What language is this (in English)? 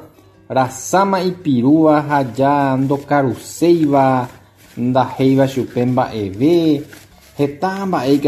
Guarani